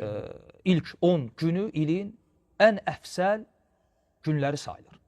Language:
Azerbaijani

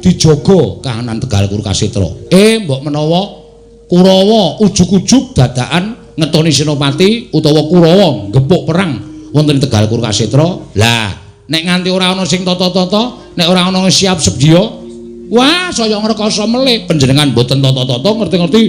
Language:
Javanese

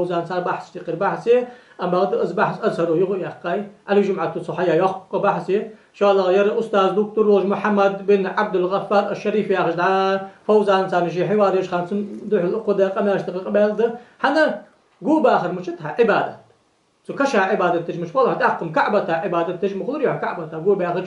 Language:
Ingush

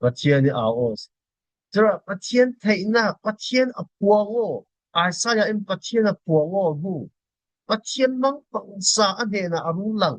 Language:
Falam Chin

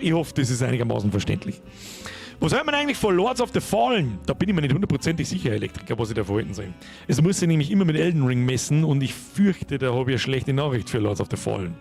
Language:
Bavarian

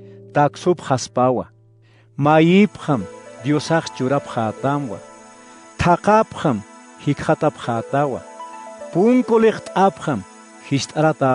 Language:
Aymara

